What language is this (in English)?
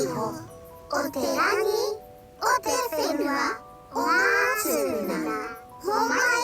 Māori